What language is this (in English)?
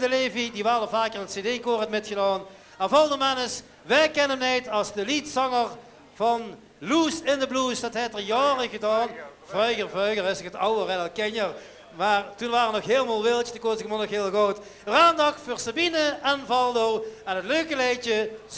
Limburgish